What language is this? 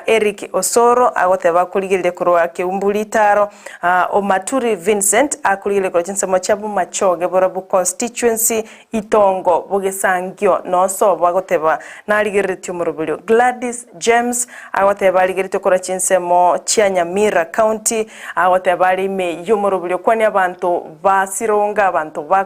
Gusii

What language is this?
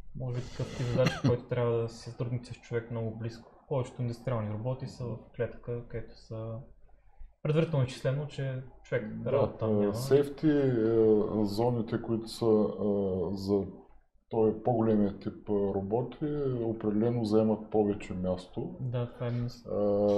Bulgarian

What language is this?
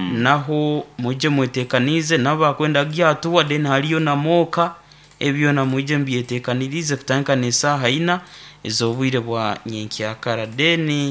Nyoro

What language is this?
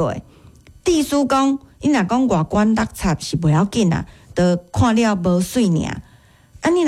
Min Nan Chinese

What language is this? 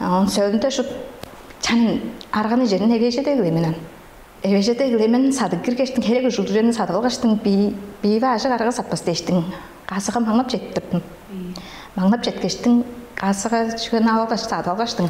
Tuvinian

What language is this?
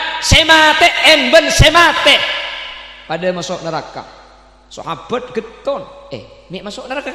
Madurese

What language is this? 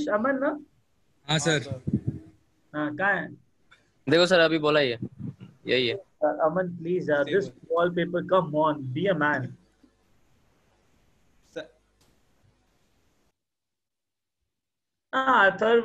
Hindi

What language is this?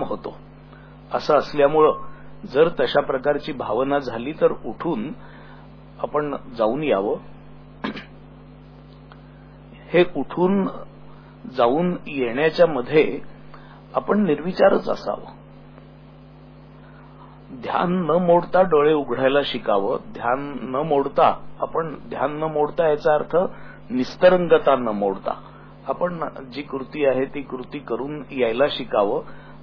Marathi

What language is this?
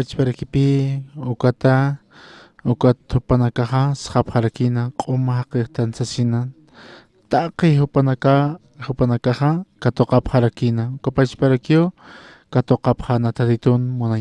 Aymara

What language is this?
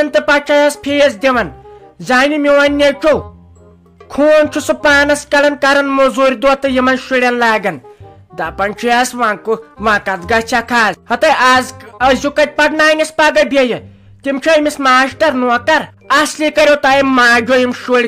Kashmiri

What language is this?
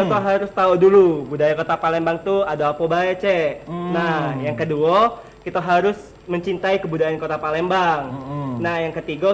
Musi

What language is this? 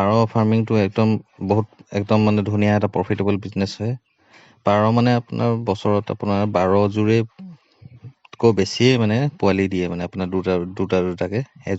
Assamese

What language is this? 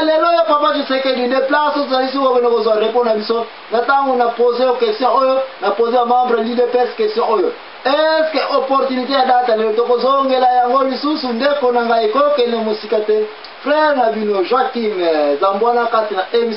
Lingala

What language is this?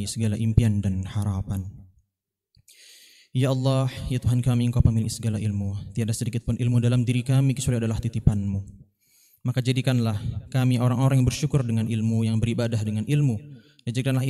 Indonesian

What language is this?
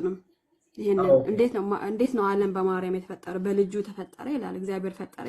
Amharic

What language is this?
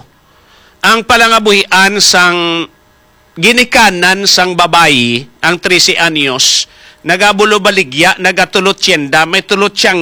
Hiligaynon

